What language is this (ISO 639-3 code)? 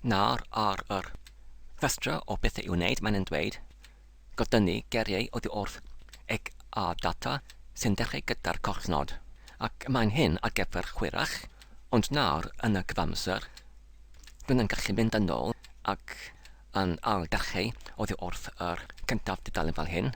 cym